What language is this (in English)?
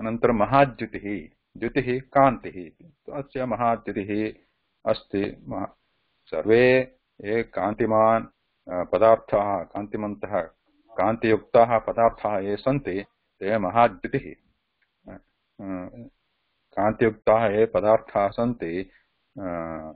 Sanskrit